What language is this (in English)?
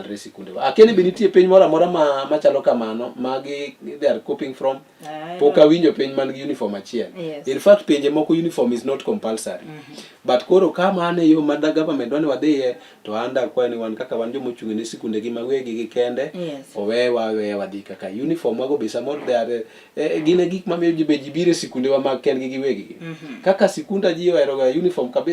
Luo (Kenya and Tanzania)